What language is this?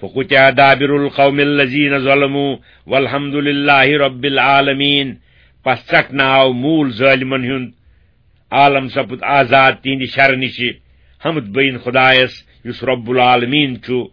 Kashmiri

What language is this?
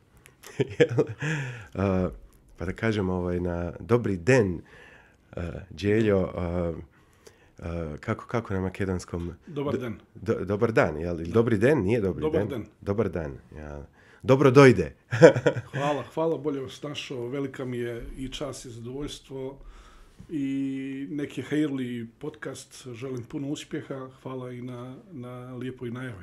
Bosnian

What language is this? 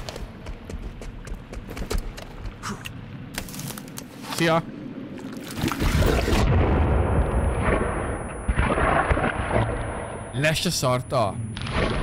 Hungarian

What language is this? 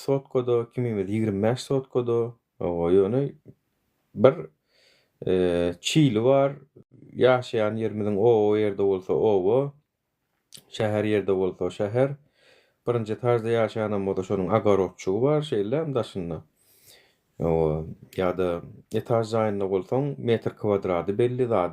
Turkmen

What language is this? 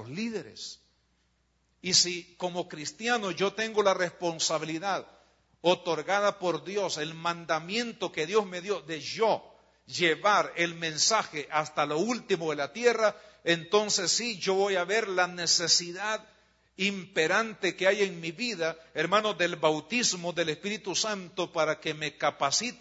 Spanish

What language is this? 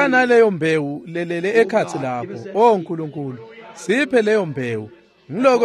Swati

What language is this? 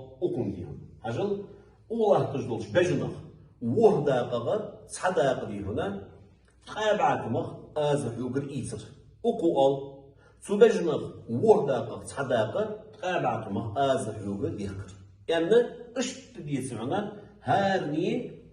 Ingush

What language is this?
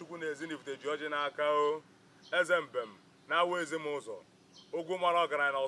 Igbo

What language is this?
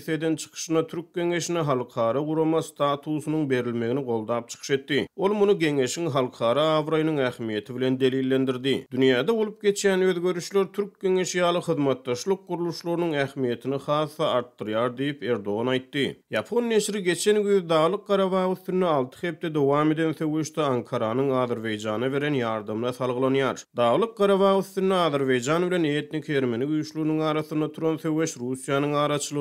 Turkmen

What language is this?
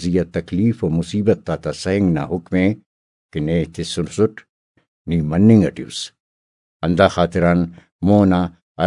Brahui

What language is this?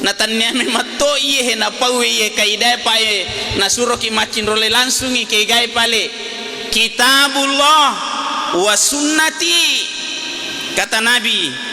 Buginese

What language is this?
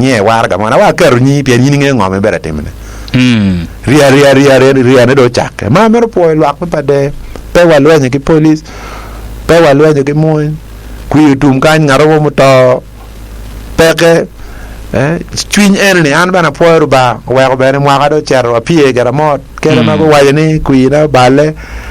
Acoli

